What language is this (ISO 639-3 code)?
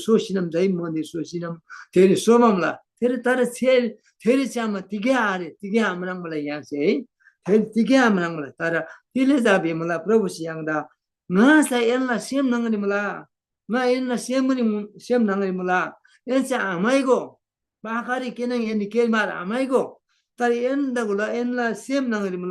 taj